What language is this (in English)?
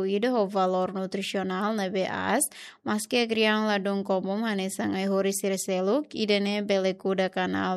Tetum